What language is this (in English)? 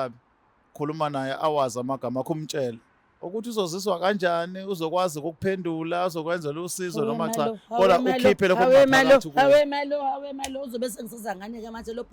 Zulu